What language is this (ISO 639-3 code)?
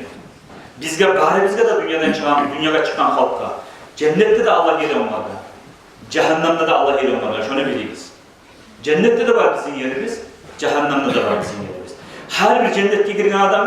kum